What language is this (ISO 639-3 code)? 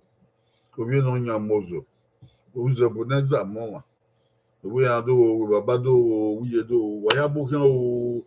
bin